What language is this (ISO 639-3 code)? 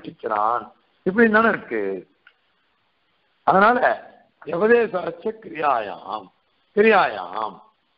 tam